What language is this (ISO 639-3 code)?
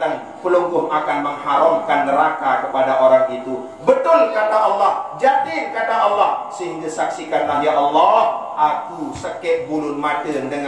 sas